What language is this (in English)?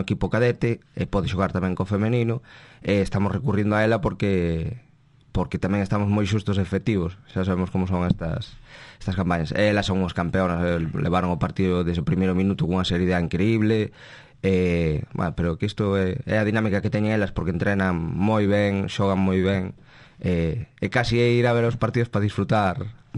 Galician